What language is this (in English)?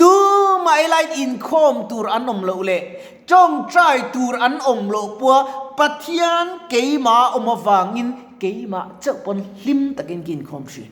Mizo